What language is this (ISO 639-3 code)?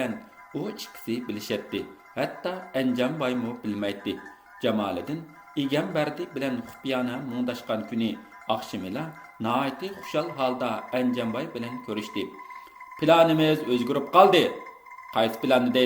uig